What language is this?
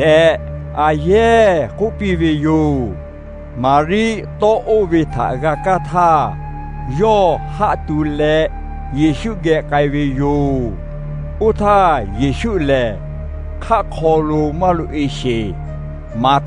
Lahu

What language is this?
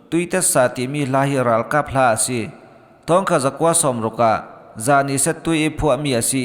Falam Chin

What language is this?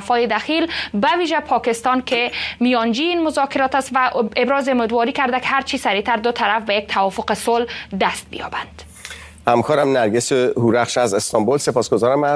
Persian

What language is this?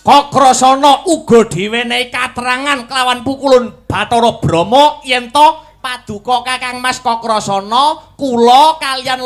Javanese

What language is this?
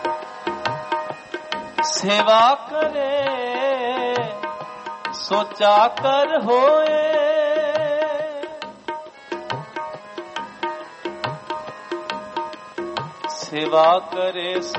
Punjabi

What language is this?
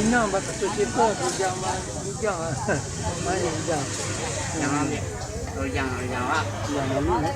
Minangkabau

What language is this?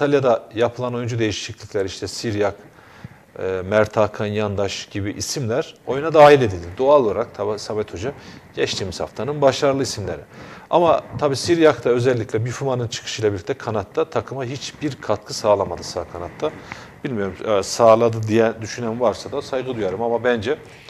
Turkish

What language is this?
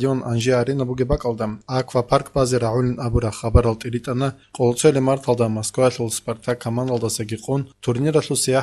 Avaric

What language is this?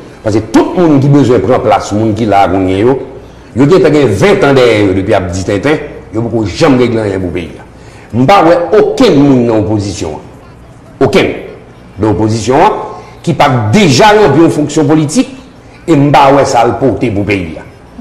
Haitian Creole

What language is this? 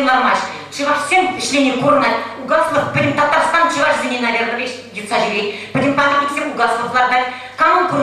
Chuvash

